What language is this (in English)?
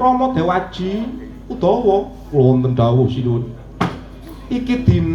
Javanese